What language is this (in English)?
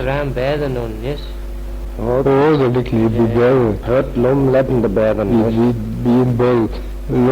Manx